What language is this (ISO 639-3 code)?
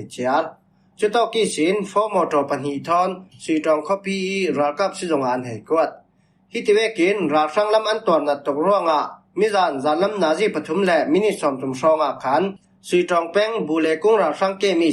cfm